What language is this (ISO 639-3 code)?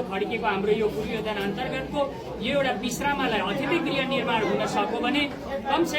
nep